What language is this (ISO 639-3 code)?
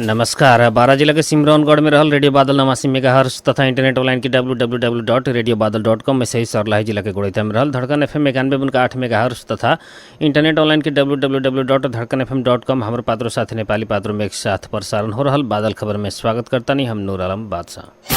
bho